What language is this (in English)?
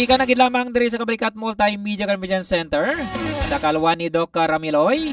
Hiligaynon